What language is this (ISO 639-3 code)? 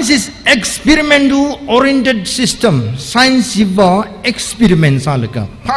nmf